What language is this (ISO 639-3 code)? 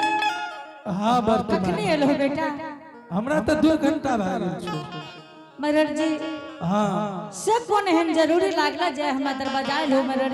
anp